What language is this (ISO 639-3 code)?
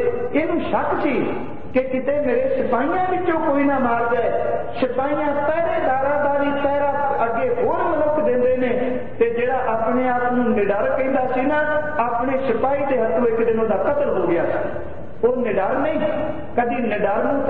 pan